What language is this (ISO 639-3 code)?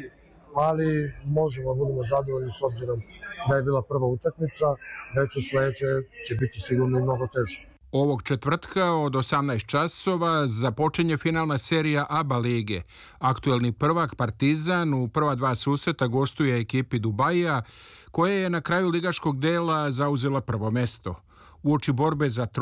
srp